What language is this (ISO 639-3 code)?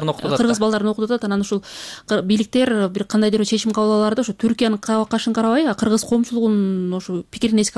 kir